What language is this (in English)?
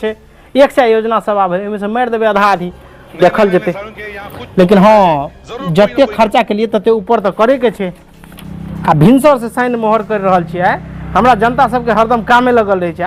Maithili